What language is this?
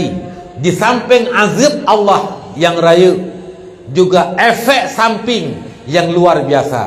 Achinese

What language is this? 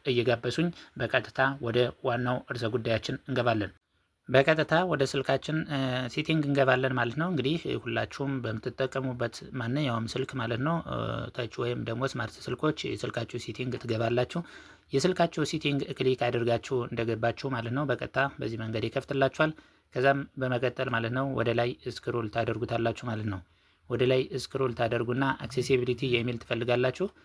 Amharic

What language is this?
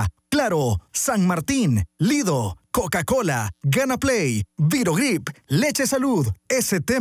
Spanish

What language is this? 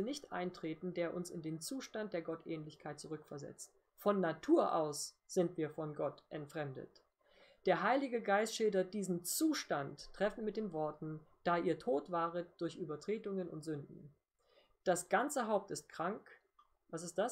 German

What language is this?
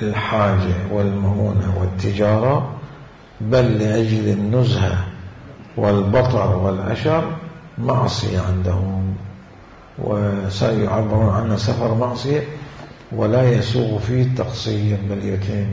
Mesopotamian Arabic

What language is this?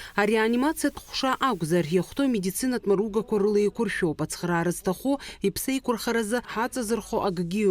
Abkhazian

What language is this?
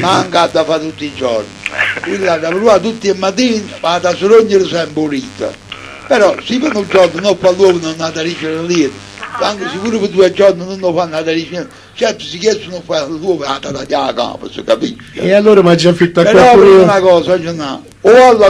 Neapolitan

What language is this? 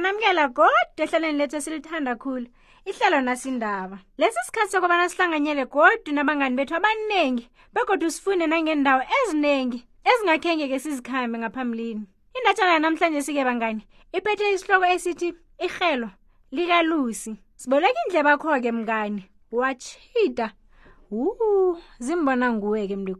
South Ndebele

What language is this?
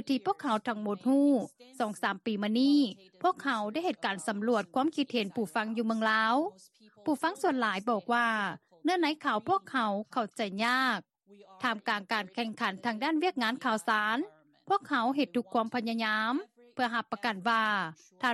Lao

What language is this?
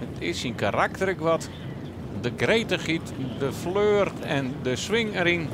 Western Frisian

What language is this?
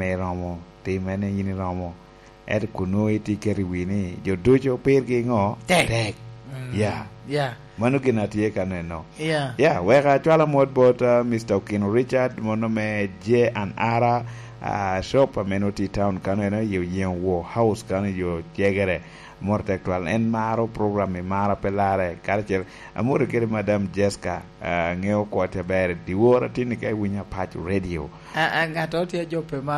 Lango (Uganda)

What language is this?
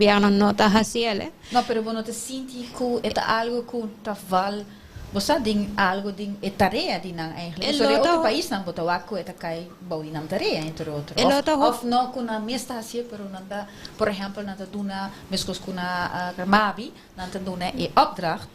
Papiamento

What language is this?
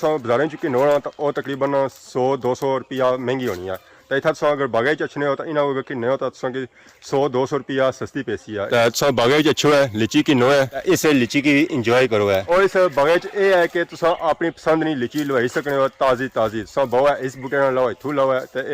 Pahari-Potwari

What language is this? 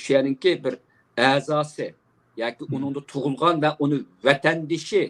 Uyghur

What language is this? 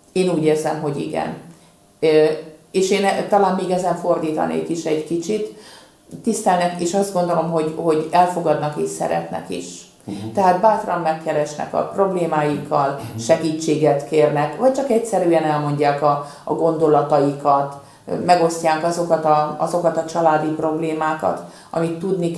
Hungarian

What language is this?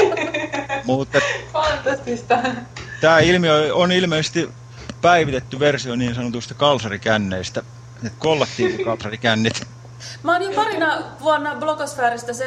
Finnish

